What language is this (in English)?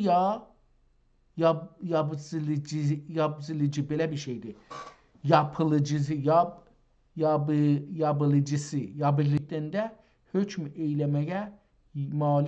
South Azerbaijani